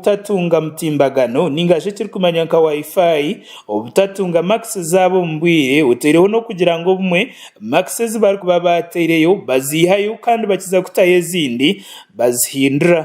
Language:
Nyankole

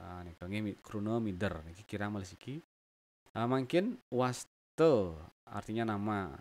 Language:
Balinese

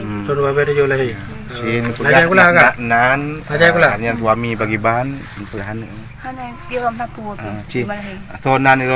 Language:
Achinese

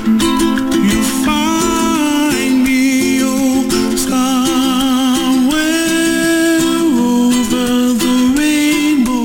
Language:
English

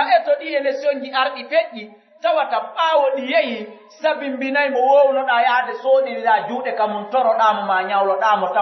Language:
Pular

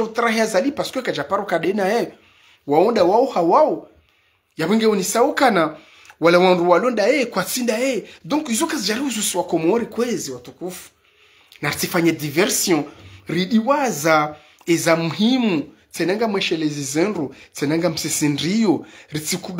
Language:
Ngazidja Comorian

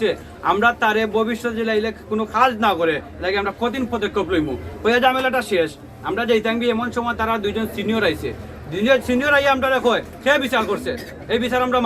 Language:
Sylheti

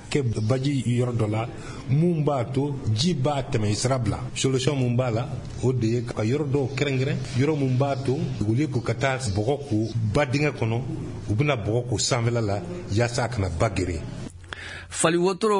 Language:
Bambara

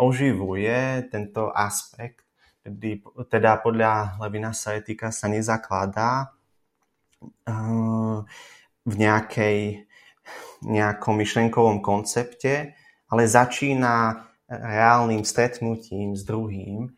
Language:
Slovak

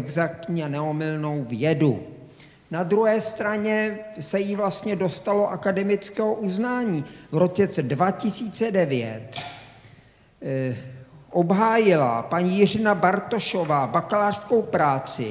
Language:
Czech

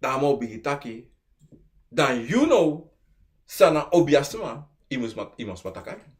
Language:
Sranan Tongo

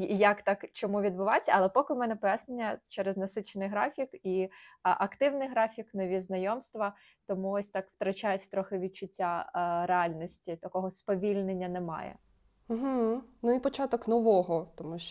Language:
Ukrainian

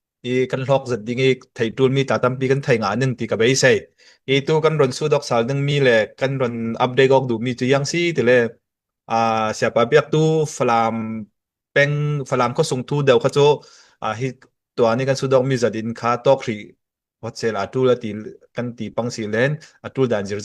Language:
Falam Chin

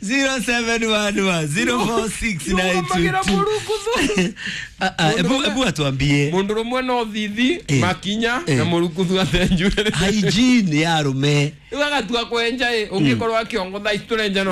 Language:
Kikuyu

